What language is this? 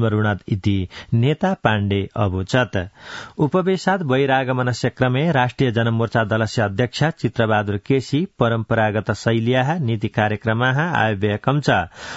Sanskrit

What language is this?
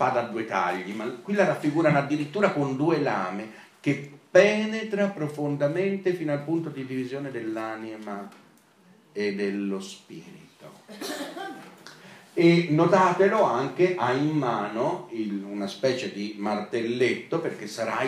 Italian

